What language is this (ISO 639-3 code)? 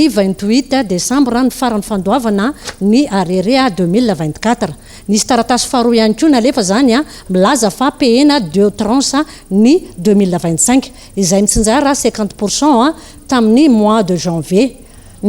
mlg